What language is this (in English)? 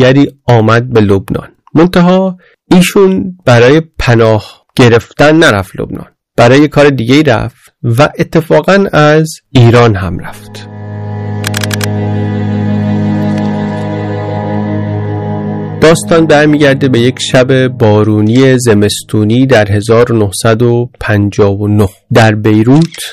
Persian